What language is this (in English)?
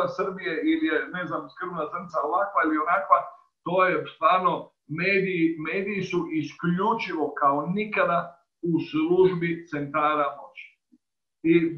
Serbian